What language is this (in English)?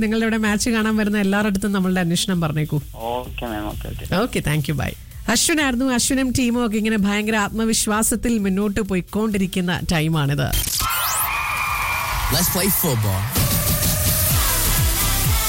Malayalam